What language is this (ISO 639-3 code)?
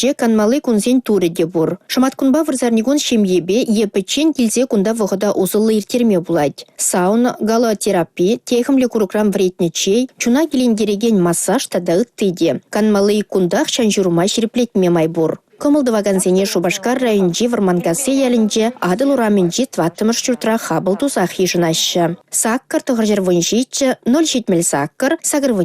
chv